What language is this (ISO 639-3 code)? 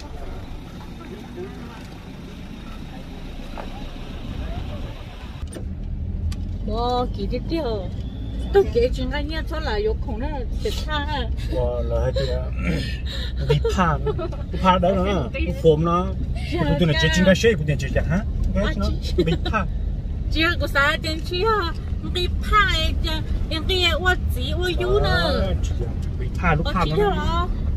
vie